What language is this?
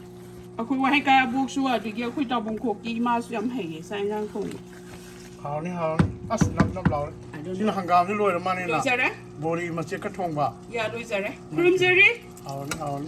Manipuri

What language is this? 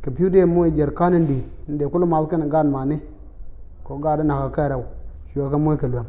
Nuer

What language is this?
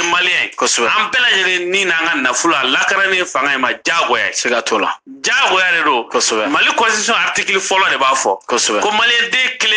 Bambara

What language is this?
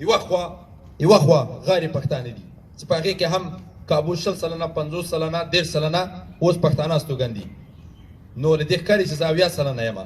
Pashto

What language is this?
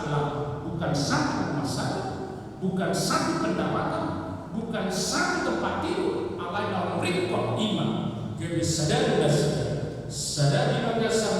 Batak Toba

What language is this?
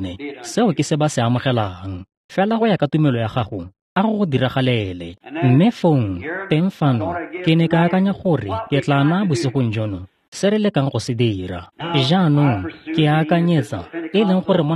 Tswana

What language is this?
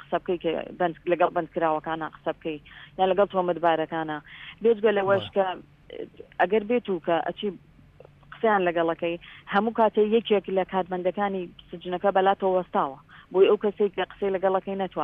Central Kurdish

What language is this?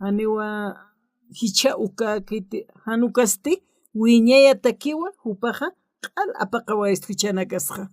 Aymara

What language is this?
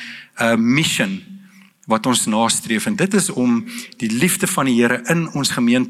Afrikaans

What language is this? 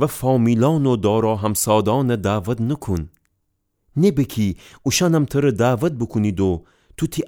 Gilaki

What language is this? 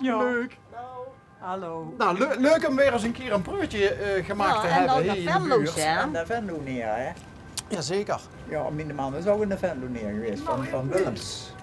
Limburgish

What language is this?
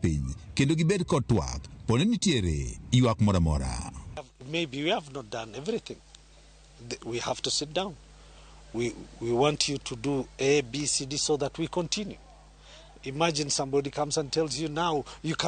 Luo (Kenya and Tanzania)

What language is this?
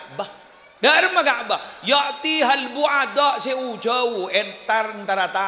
Madurese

